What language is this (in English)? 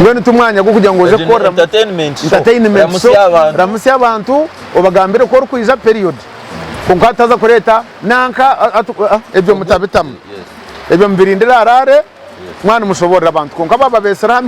Nyankole